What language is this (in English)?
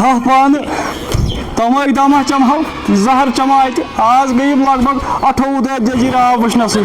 Kashmiri